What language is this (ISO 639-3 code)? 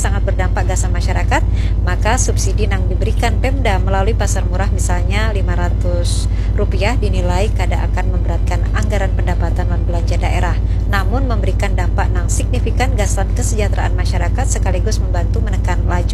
bjn